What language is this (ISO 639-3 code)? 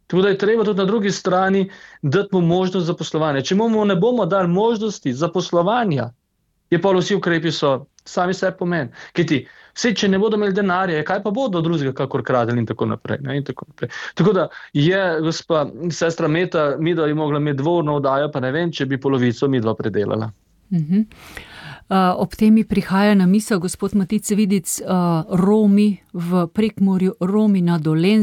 slv